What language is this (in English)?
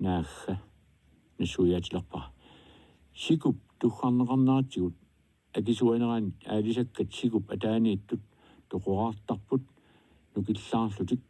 Kalaallisut